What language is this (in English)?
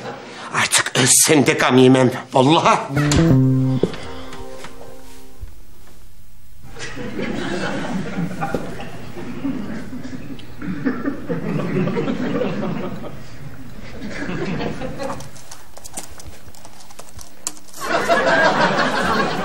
Turkish